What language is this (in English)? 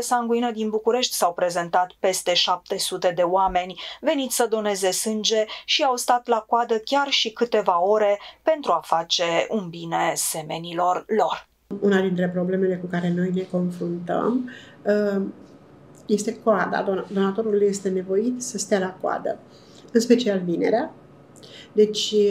Romanian